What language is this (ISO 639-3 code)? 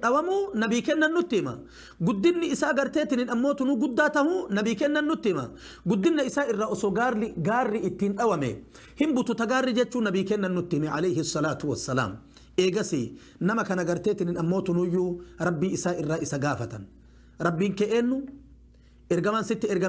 orm